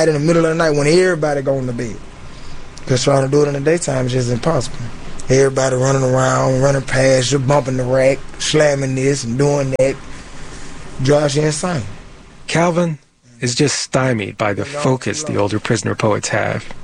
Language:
English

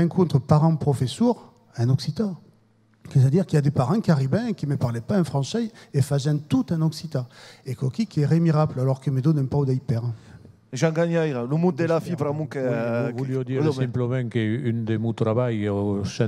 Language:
Occitan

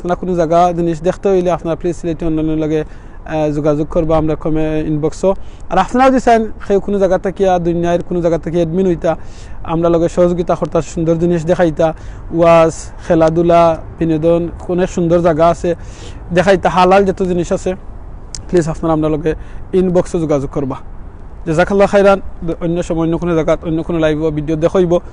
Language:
Sylheti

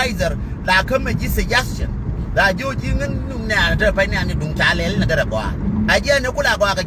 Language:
Nuer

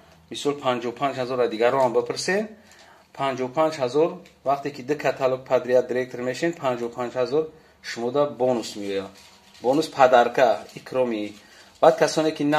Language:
Tajik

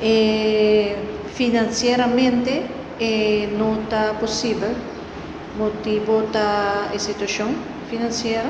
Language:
Papiamento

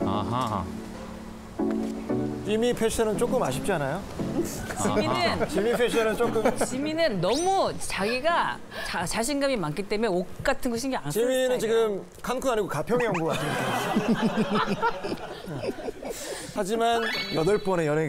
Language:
Korean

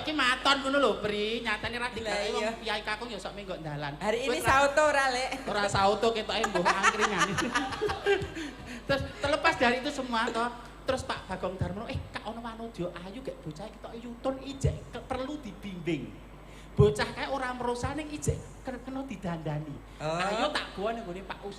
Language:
Javanese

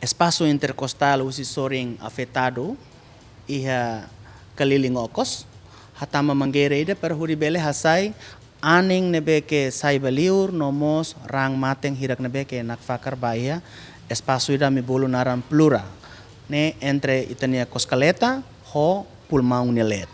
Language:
Tetum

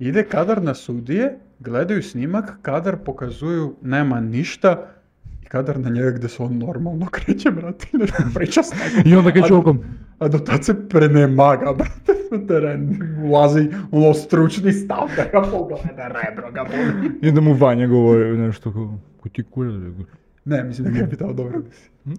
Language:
Serbian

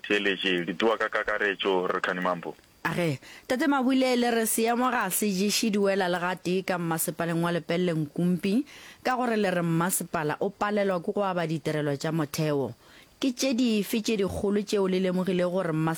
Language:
Northern Sotho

